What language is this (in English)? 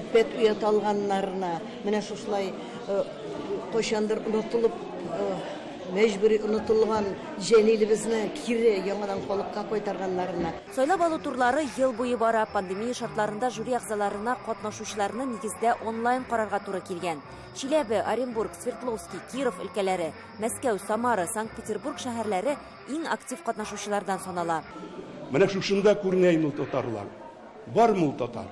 Tatar